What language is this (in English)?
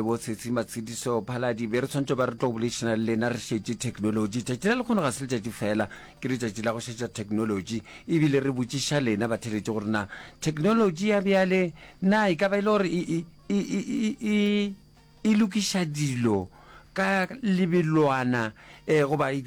Northern Sotho